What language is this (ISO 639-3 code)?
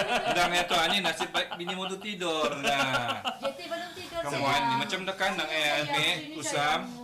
msa